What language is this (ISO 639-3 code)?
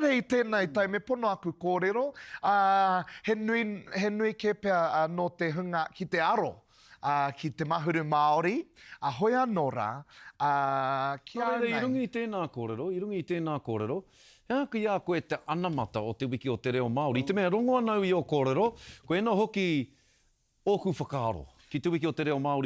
mri